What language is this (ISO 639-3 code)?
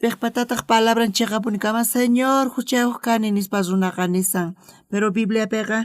quh